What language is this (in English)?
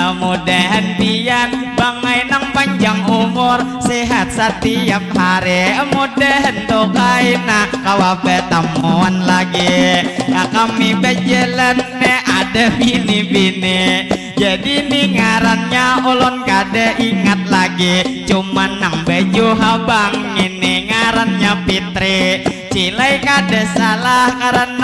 Banjar